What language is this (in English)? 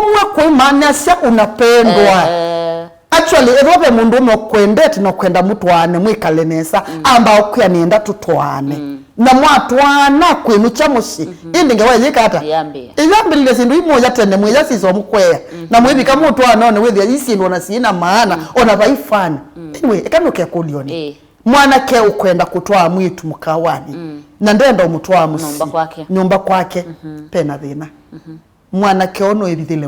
Kamba